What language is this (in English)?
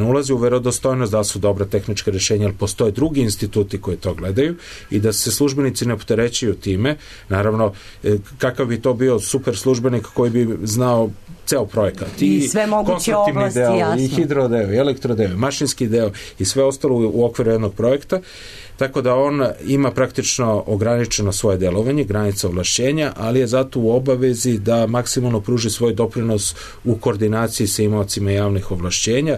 Serbian